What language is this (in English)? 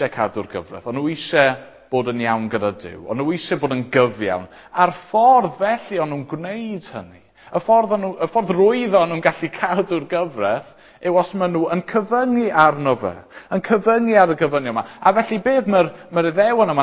Welsh